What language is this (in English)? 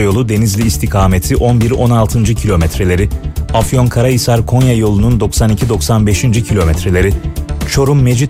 Turkish